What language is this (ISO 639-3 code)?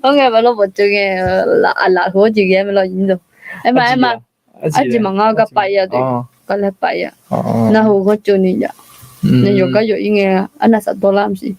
ahk